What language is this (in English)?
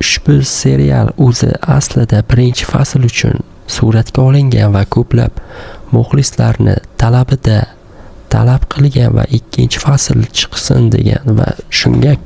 Uzbek